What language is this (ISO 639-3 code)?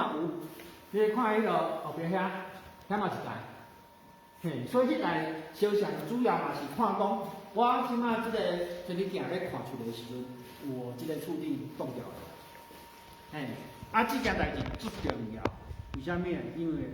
nan